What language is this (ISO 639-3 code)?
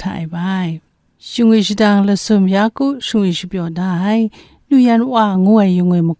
kac